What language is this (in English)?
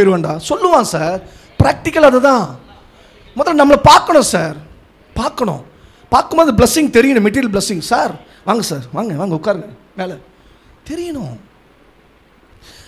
Tamil